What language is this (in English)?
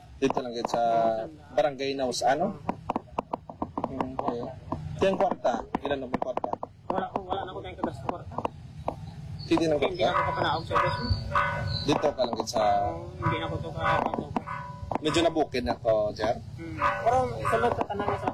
Filipino